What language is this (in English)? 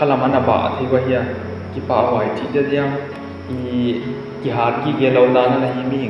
Tedim Chin